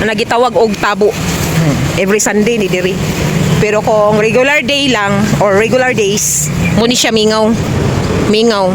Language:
Cebuano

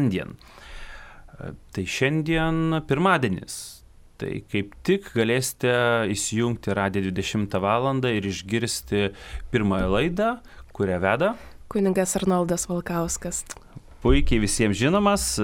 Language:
Lithuanian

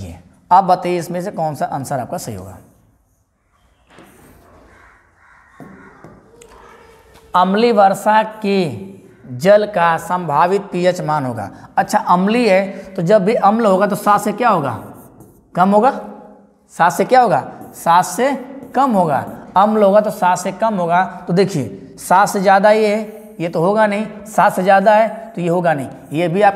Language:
Hindi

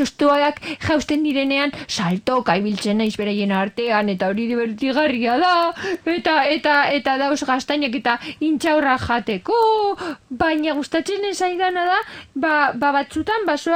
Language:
Basque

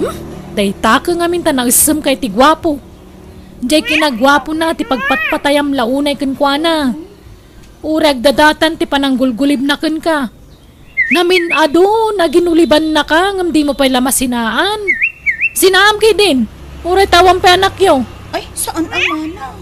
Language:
Iloko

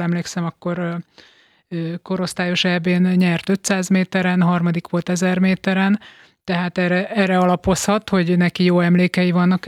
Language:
Hungarian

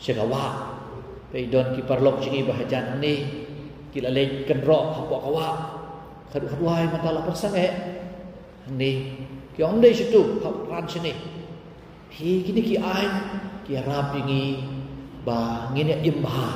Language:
Khasi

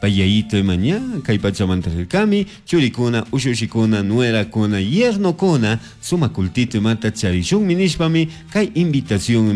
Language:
Chimborazo Highland Quichua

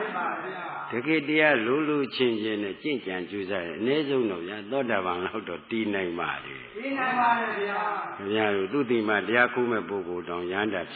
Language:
Burmese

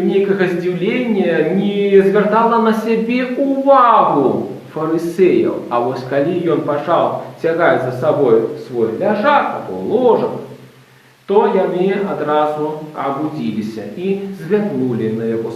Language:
Belarusian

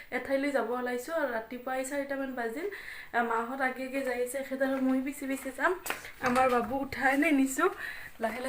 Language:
Assamese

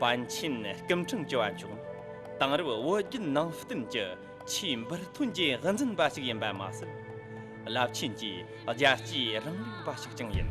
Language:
Tibetan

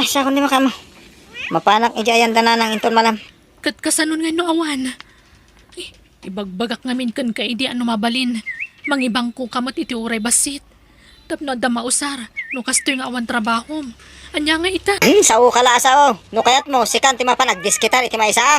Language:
Iloko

